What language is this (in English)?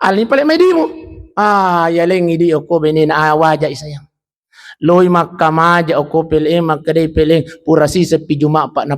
Buginese